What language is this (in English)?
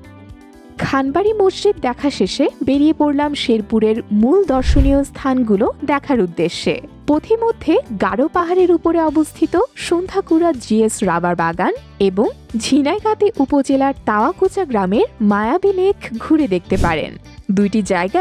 Bangla